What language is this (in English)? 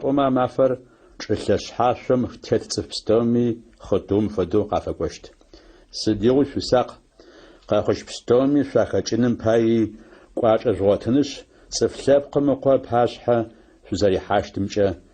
Adyghe